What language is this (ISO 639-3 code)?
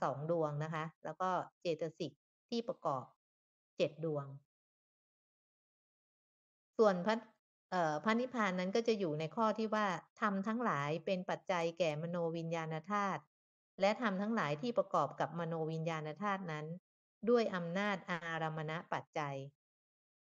tha